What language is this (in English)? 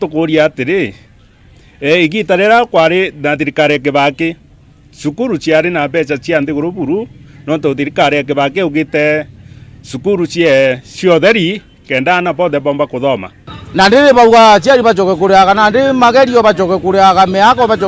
Meru